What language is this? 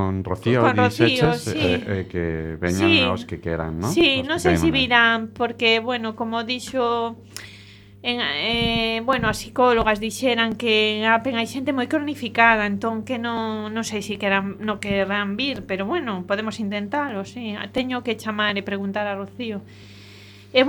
Galician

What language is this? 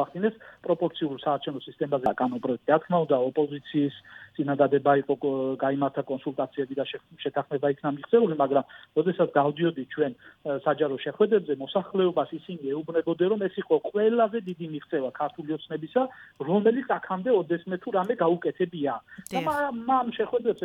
Georgian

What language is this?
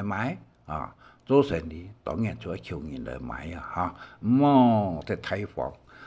Hakka Chinese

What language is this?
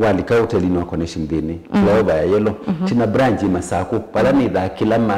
Kamba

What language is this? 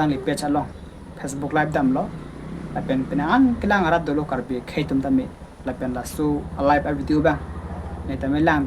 Karbi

